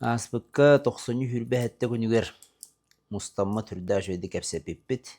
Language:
Yakut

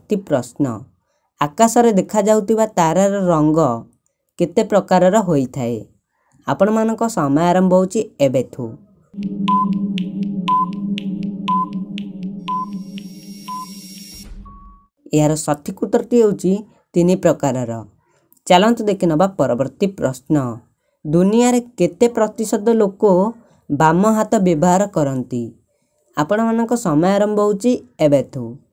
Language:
Odia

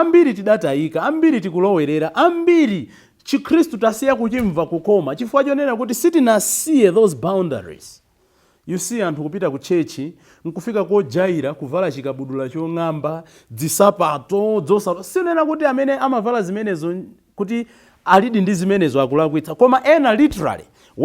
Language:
Nyanja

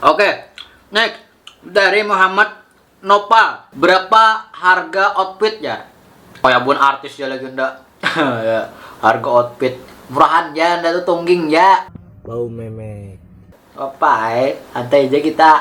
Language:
Banjar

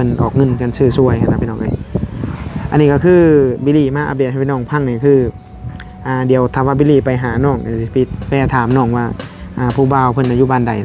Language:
Lao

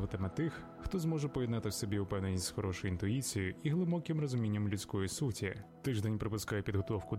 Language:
Ukrainian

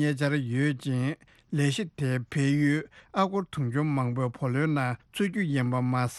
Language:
Tibetan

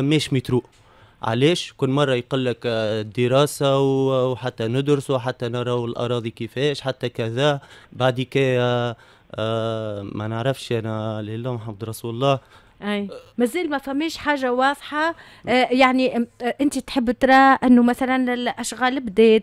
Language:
Tunisian Arabic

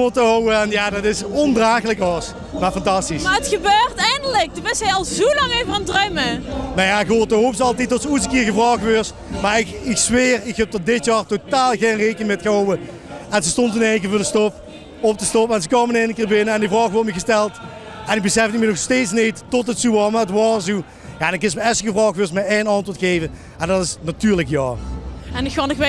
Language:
Limburgish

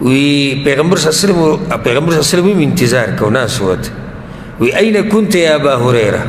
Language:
Pashto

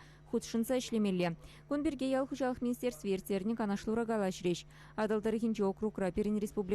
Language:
Chuvash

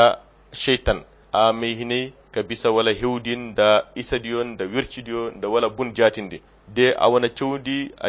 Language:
Koyra Chiini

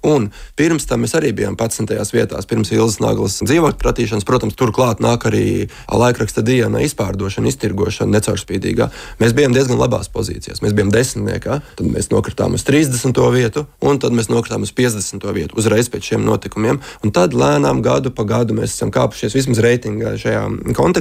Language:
Latvian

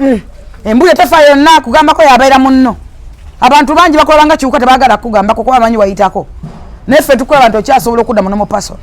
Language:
Ganda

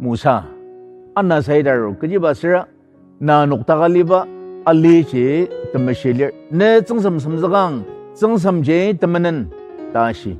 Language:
Ao Naga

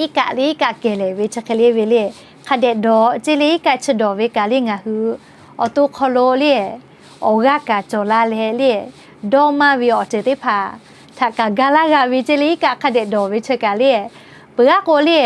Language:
Lahu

